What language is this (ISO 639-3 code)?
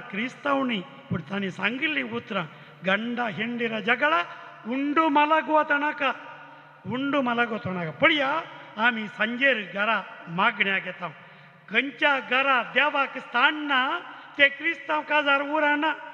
kok